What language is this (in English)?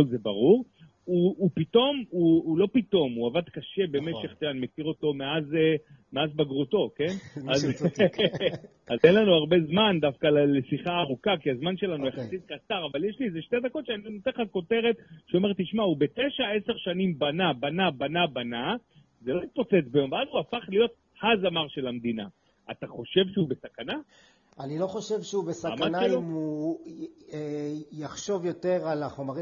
Hebrew